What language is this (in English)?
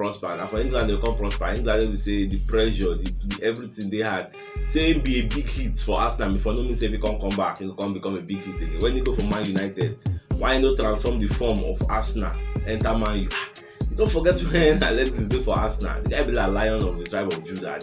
Nigerian Pidgin